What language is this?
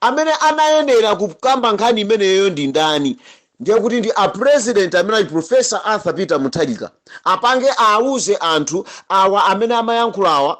Nyanja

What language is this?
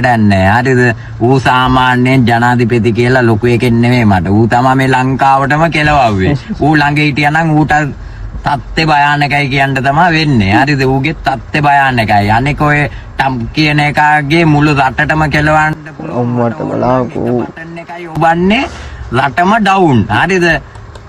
Sinhala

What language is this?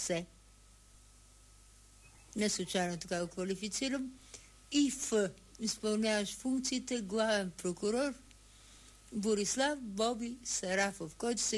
Bulgarian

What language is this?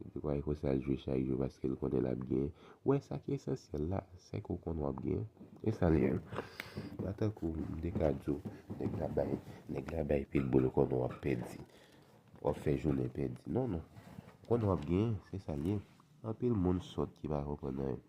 Haitian Creole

